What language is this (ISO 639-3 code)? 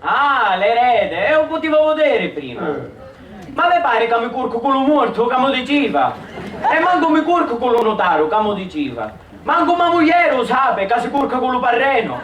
scn